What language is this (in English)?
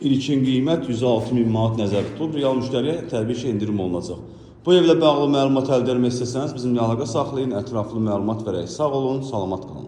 Azerbaijani